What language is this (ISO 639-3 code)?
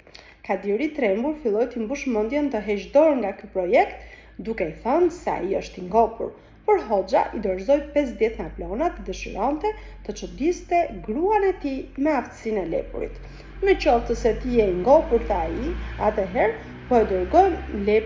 sqi